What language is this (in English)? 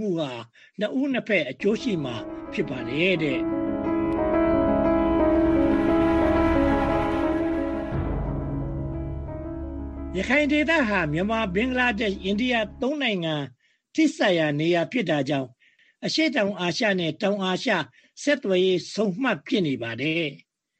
Burmese